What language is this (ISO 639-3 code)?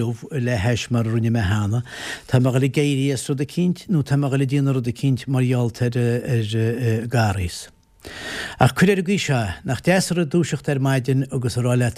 gle